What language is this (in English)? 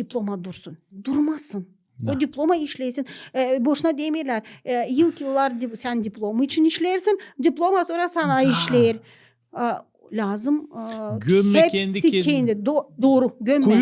Gagauz